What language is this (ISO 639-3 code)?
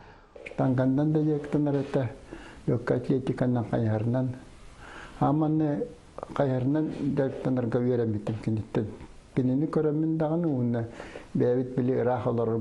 sah